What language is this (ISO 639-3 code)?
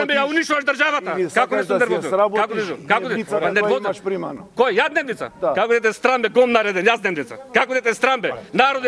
mkd